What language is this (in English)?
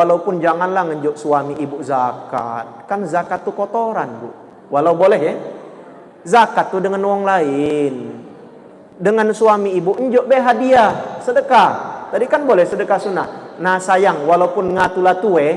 Musi